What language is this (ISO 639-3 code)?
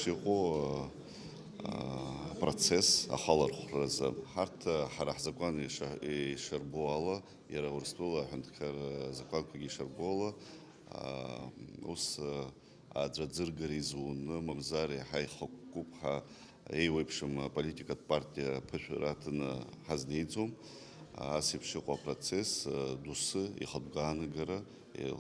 abk